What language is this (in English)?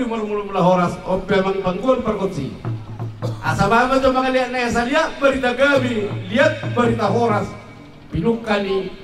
Batak Toba